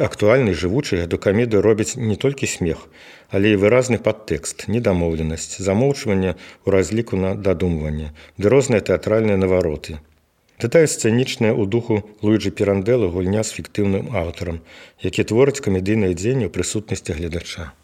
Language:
Belarusian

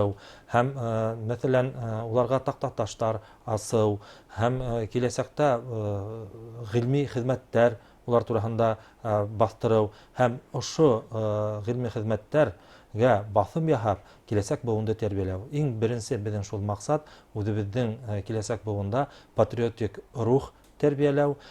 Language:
Bashkir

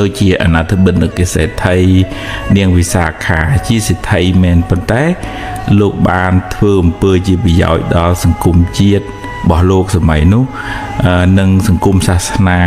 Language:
Khmer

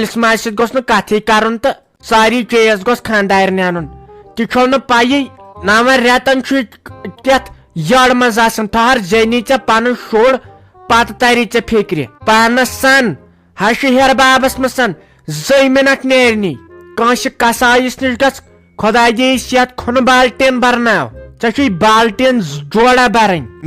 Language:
Kashmiri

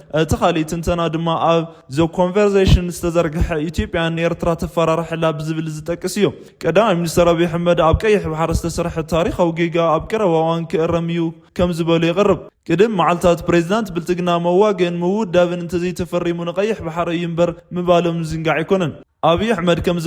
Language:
Tigrinya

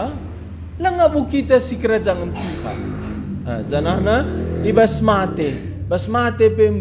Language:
Batak Karo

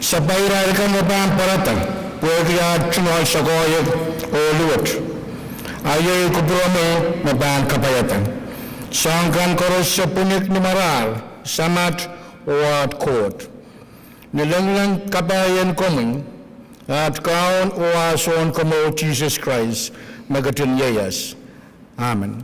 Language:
Pohnpeian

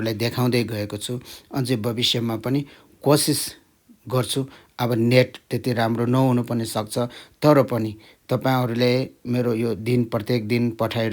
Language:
Nepali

